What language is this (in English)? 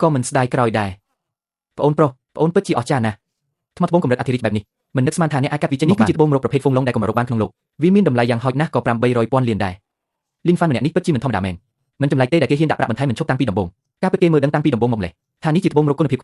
Khmer